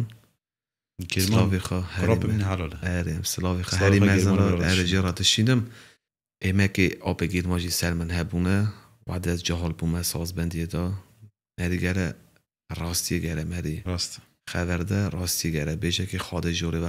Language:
Kurdish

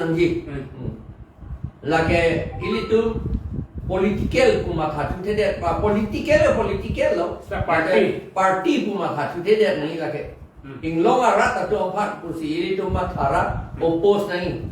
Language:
Karbi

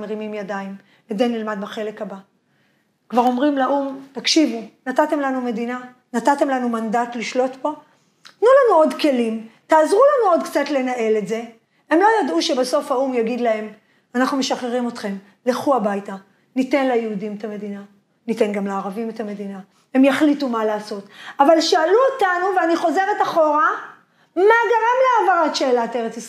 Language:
Hebrew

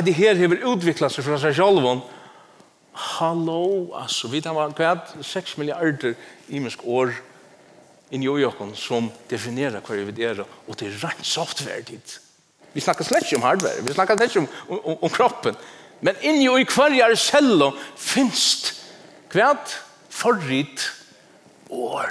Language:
Faroese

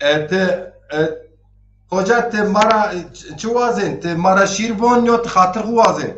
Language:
Zaza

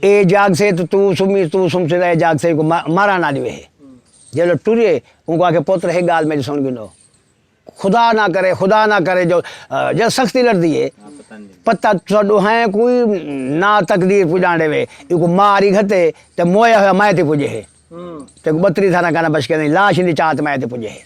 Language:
Saraiki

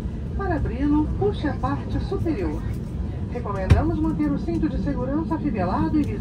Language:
Portuguese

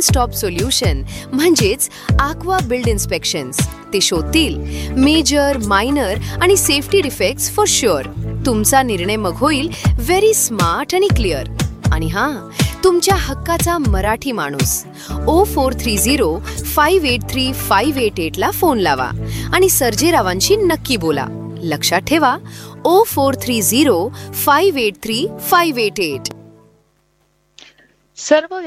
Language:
Marathi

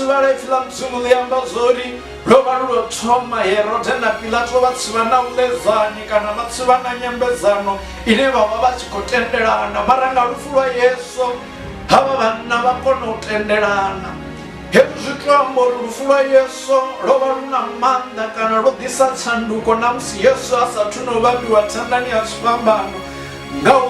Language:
Venda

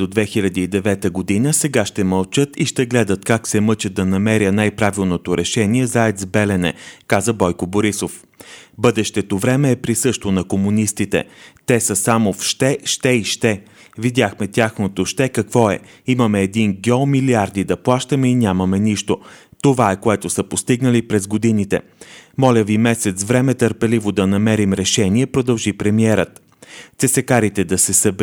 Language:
Bulgarian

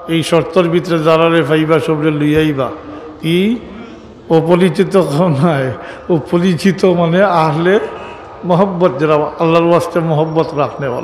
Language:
Sylheti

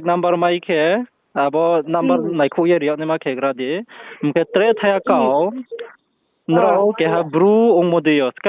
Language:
Riang (India)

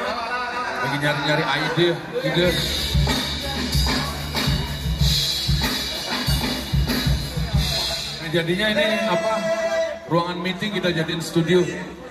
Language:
Indonesian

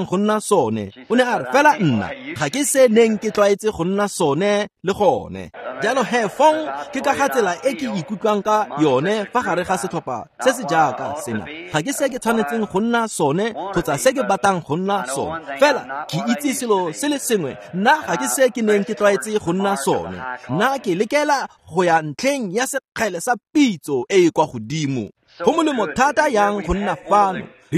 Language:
Tswana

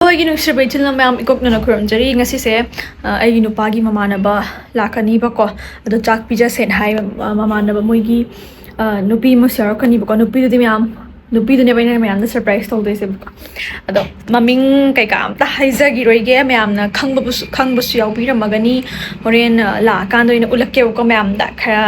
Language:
Manipuri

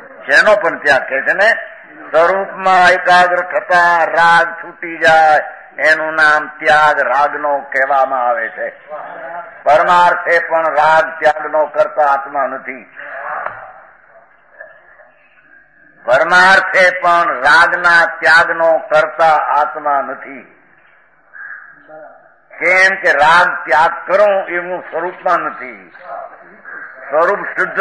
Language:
Gujarati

